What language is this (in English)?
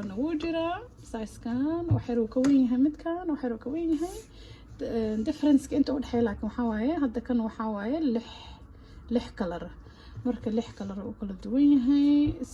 Somali